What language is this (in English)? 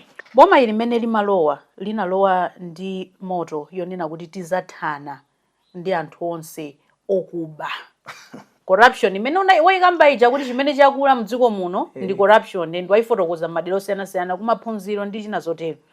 Nyanja